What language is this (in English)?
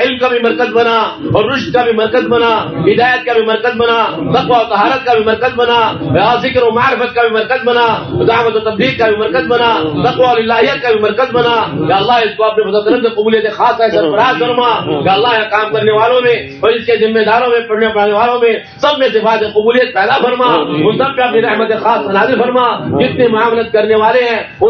Urdu